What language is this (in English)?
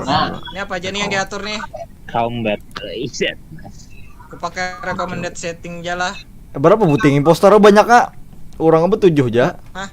Banjar